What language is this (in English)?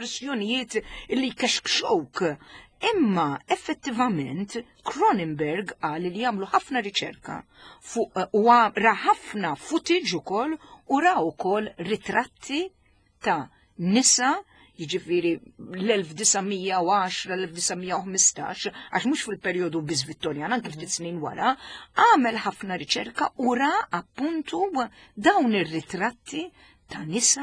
Maltese